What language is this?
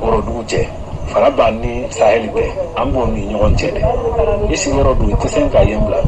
Bambara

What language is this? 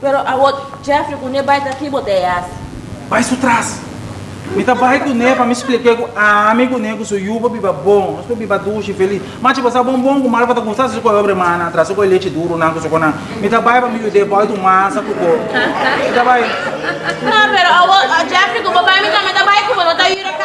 Papiamento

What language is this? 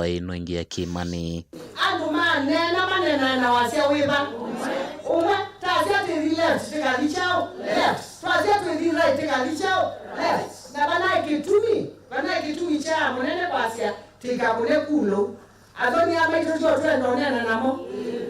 Kamba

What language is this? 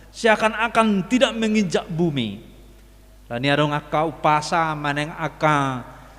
Batak Toba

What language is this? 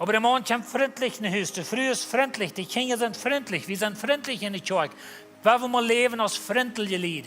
Plautdietsch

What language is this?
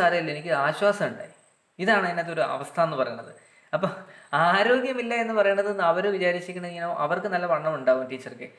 Malayalam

